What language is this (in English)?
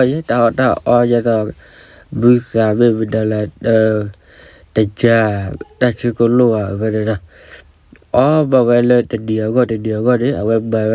S'gaw Karen